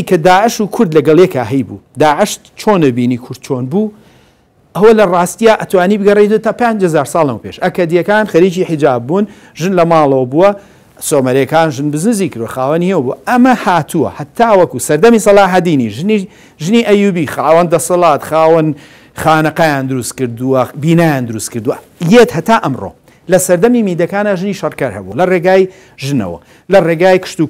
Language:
Central Kurdish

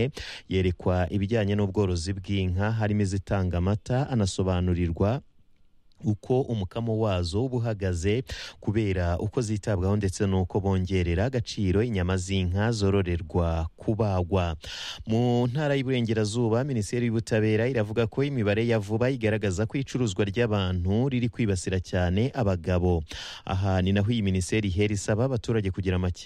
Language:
Kinyarwanda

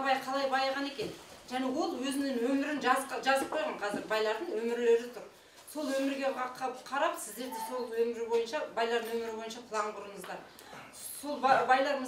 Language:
Kazakh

